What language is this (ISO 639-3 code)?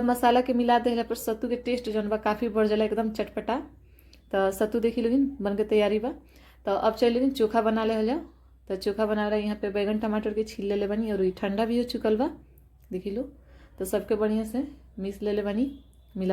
bho